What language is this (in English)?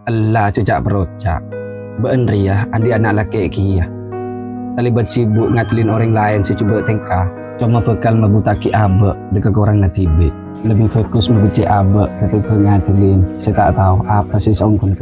Madurese